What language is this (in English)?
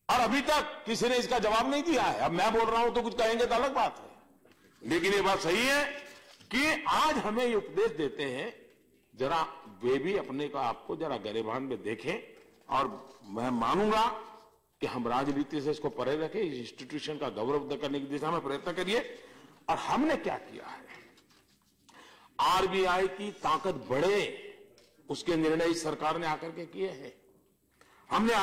Hindi